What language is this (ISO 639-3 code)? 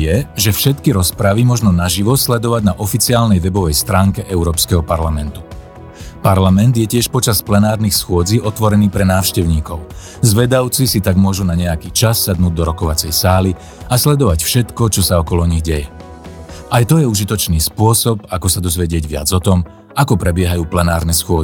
slk